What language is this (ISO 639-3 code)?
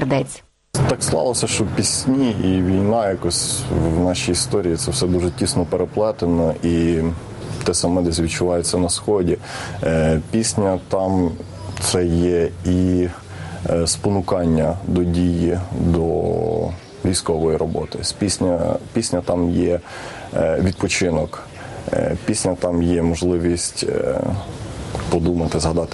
ukr